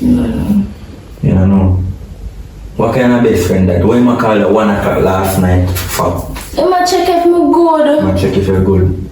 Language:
Jamaican Creole English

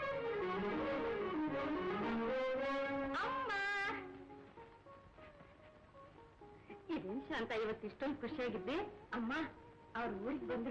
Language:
Kannada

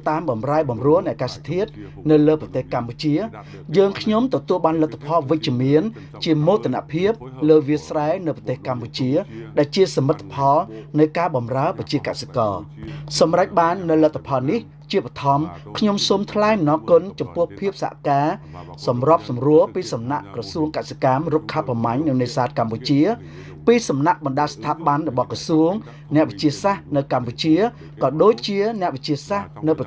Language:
Khmer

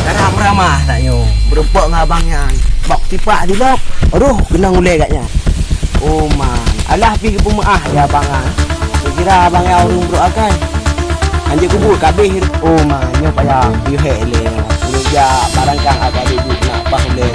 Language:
Achinese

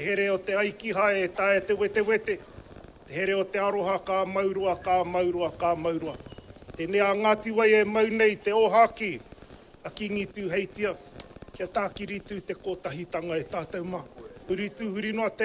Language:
Māori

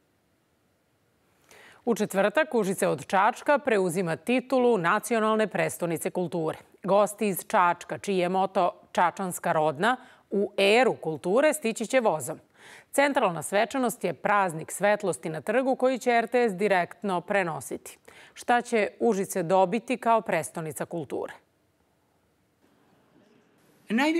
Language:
Serbian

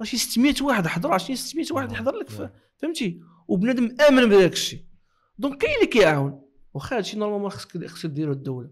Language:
Moroccan Arabic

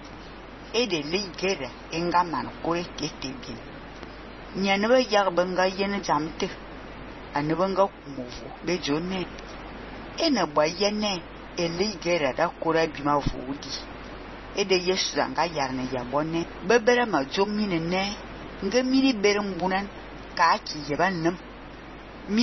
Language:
Fang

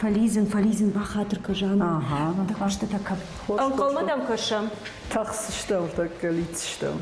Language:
Ossetic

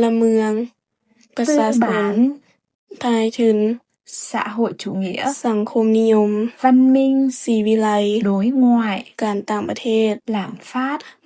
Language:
Lao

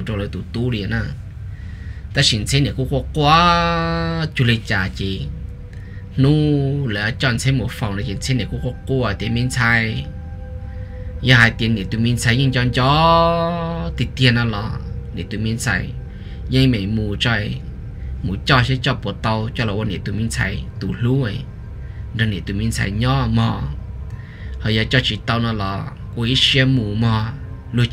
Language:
Vietnamese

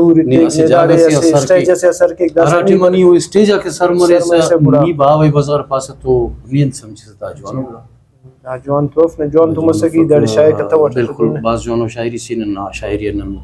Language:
Brahui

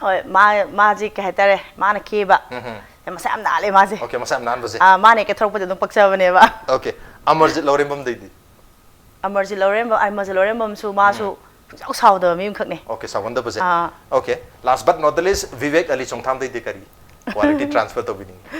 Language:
Manipuri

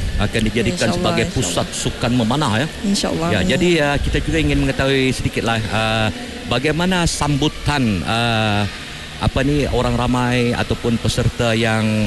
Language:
Malay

